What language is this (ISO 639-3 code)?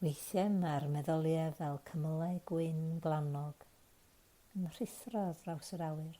cym